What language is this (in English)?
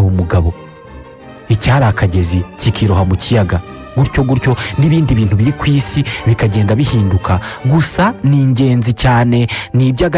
Kinyarwanda